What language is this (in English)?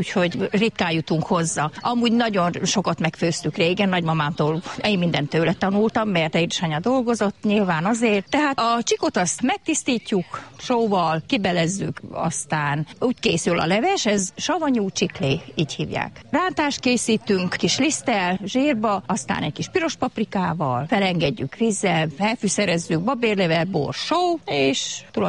Hungarian